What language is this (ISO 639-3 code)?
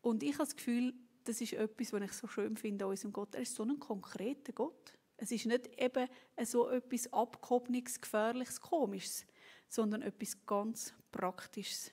gsw